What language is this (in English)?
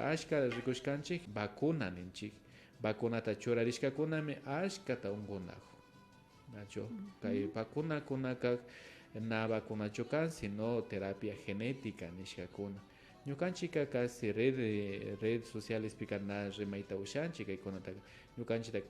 Imbabura Highland Quichua